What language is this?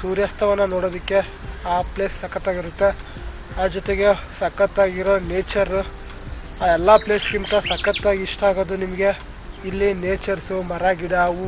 Kannada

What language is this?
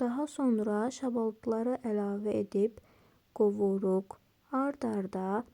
Azerbaijani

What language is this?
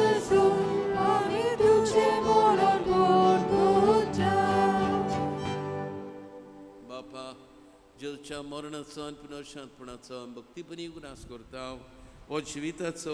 Konkani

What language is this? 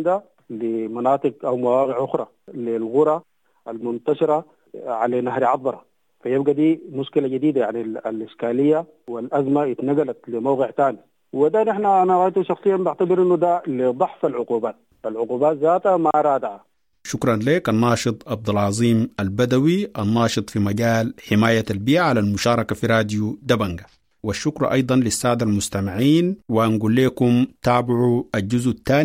Sudanese Arabic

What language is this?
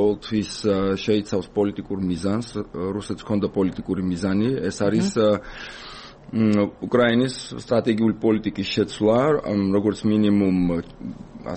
Georgian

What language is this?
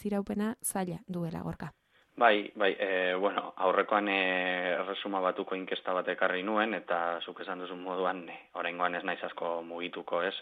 Basque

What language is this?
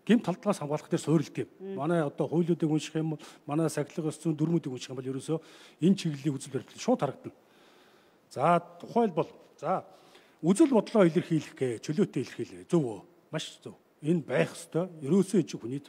Mongolian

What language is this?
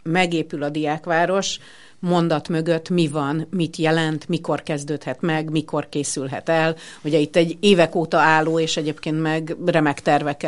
Hungarian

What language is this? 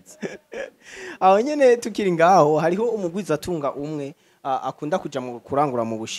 Rundi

